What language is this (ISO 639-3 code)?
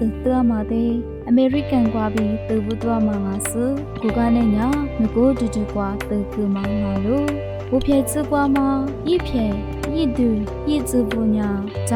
lis